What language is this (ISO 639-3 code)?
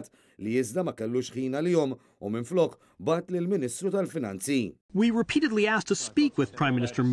mlt